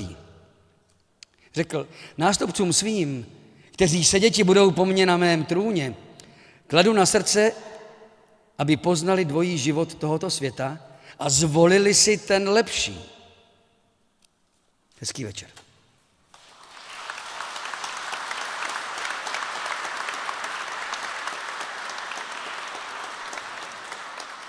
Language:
Czech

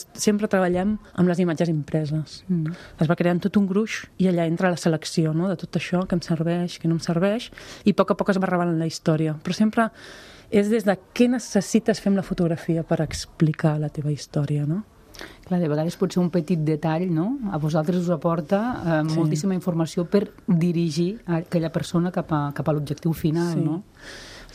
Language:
Catalan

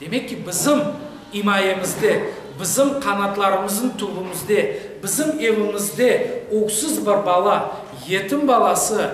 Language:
Crimean Tatar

